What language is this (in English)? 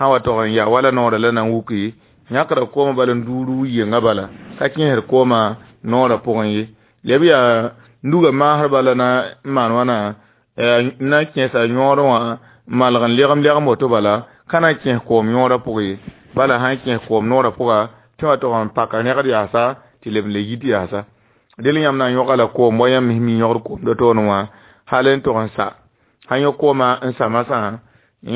Mossi